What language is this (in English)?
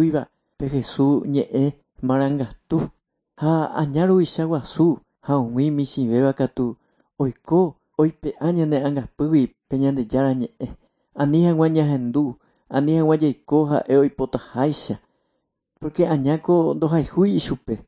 Guarani